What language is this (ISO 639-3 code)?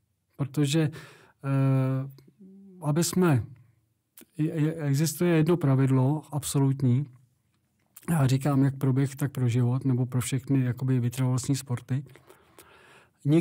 ces